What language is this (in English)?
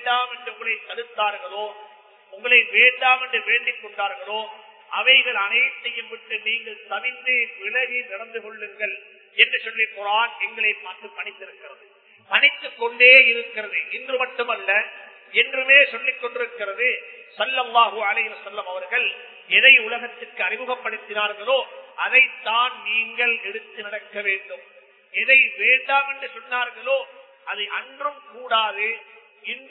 Tamil